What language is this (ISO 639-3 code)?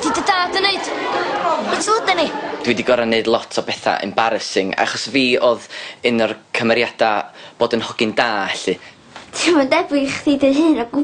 cym